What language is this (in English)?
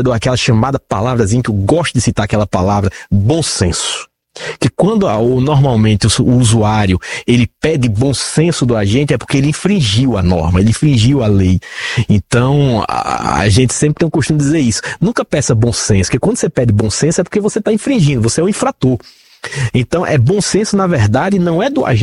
Portuguese